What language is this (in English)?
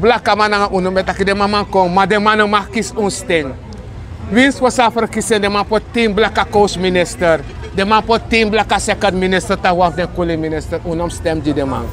Sranan Tongo